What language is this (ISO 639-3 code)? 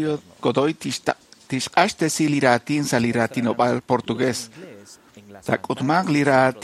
kek